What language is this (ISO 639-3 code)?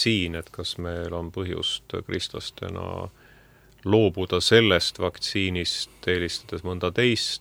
est